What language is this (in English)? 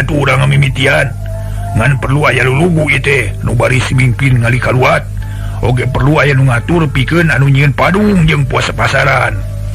Sundanese